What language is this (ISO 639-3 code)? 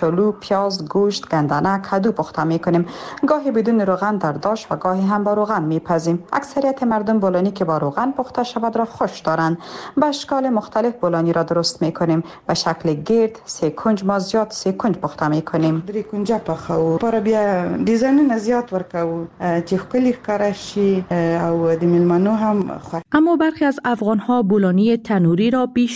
fas